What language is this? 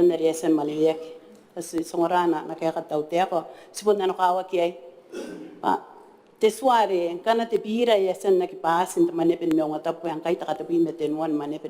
Gilbertese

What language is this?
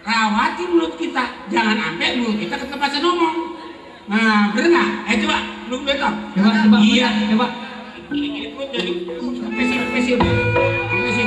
Betawi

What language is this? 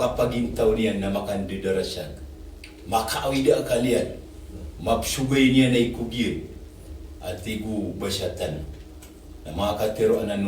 Maranao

